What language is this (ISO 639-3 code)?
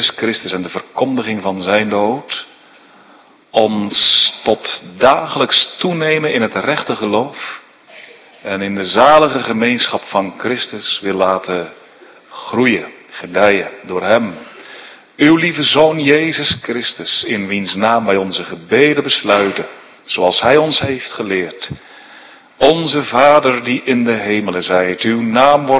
nld